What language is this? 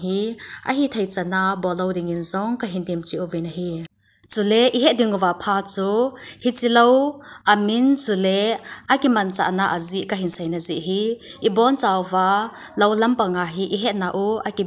Thado Chin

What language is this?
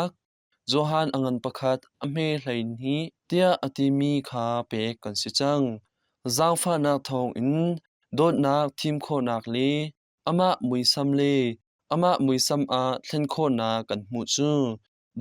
Hakha Chin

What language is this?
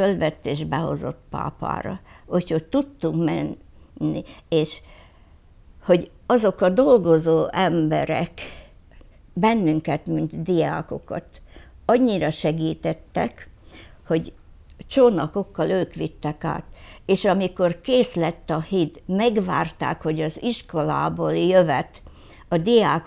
Hungarian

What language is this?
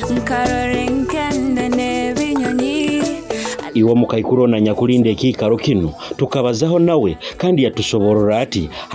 Nyoro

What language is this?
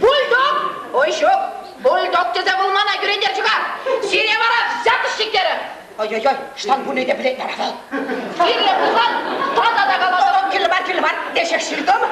Chuvash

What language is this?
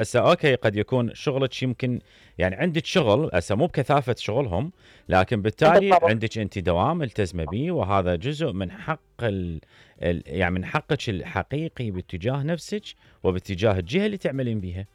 Mesopotamian Arabic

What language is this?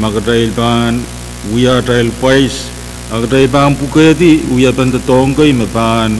Pohnpeian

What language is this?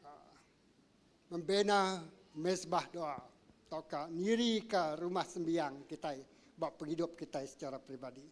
Iban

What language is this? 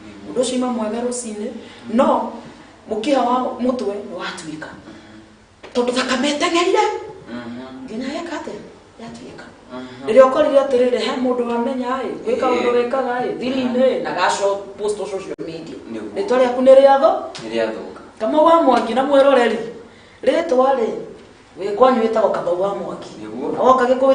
Kikuyu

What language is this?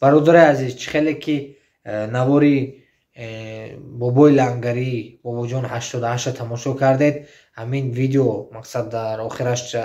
Tajik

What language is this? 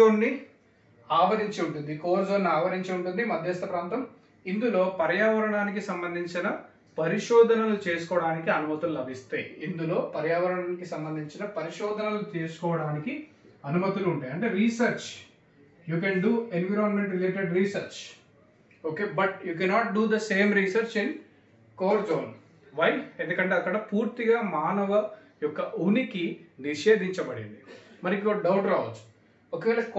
Telugu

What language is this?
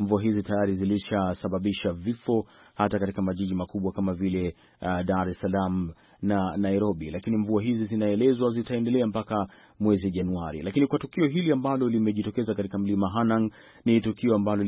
Swahili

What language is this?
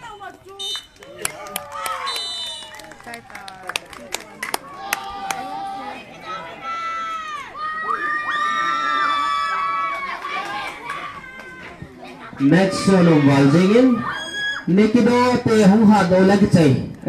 Malay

